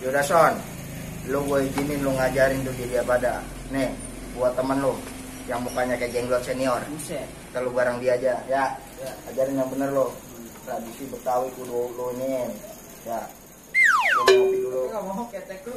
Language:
Betawi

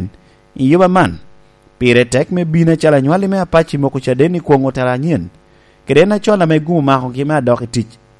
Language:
Lango (Uganda)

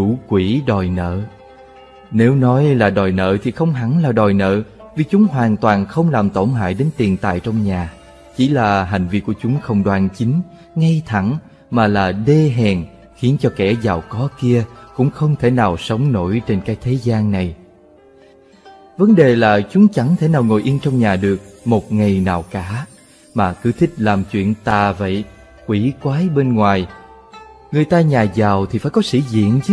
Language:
Vietnamese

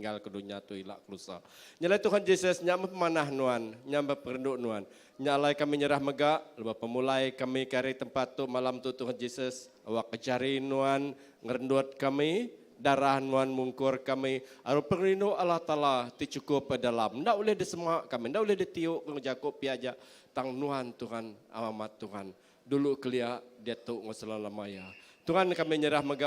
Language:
Iban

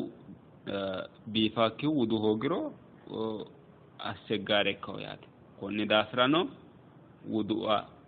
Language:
Sidamo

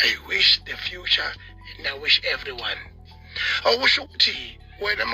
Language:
Zulu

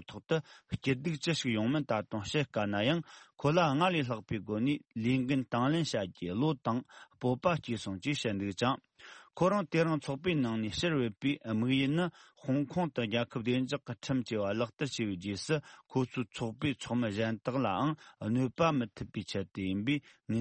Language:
Tibetan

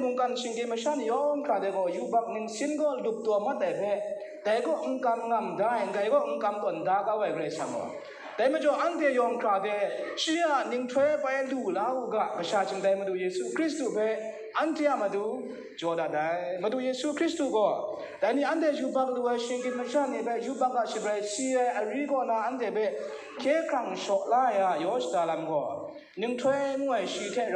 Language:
Kachin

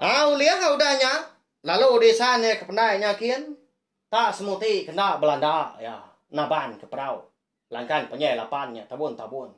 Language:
Iban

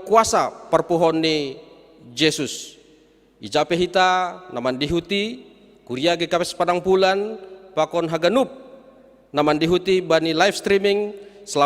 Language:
Batak Simalungun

